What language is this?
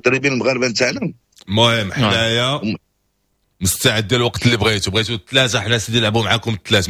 Moroccan Arabic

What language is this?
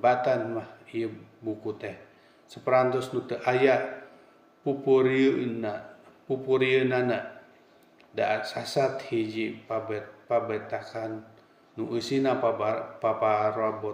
Sundanese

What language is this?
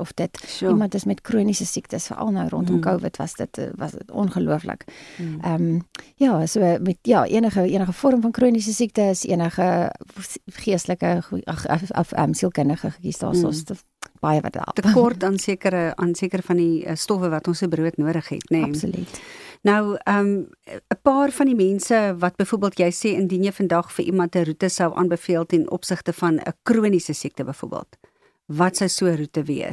Afrikaans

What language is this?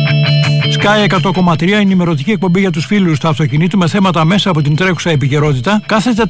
Greek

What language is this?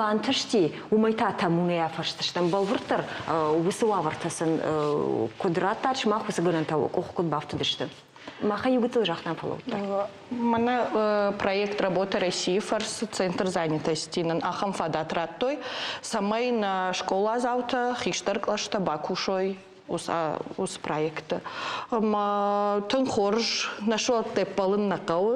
Ossetic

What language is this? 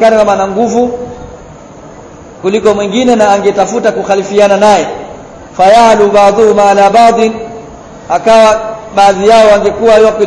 Swahili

